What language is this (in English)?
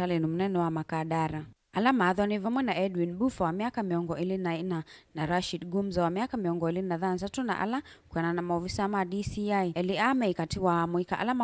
Kamba